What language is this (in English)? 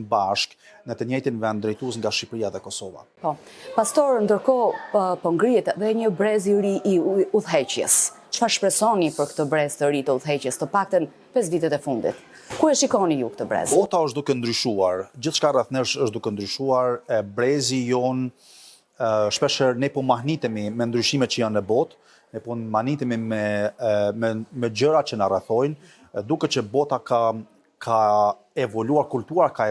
Albanian